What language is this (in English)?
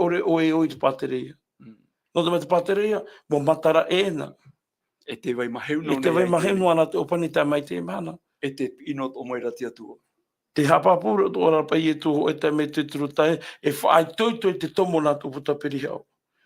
Tahitian